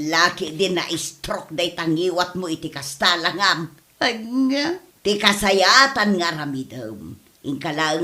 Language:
Iloko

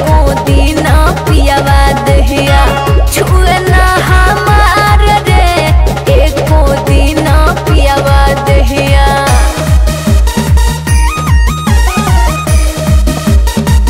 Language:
Bhojpuri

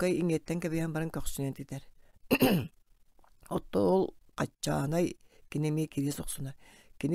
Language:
Yakut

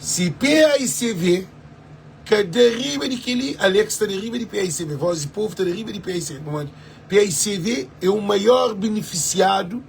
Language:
Kabuverdianu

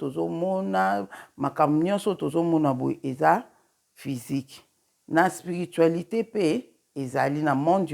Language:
Lingala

